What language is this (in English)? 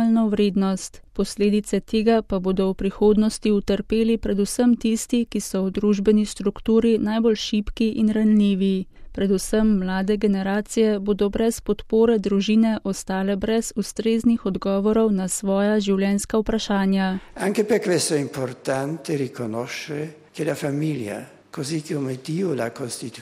Slovenian